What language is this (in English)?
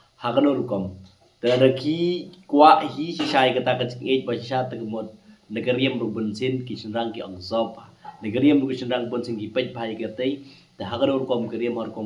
Khasi